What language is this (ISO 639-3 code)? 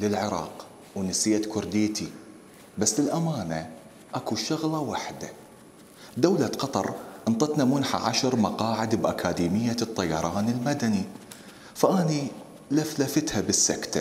acm